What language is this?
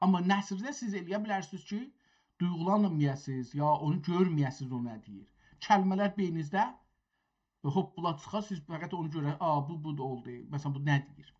South Azerbaijani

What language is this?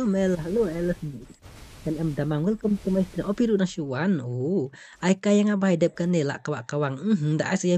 Khasi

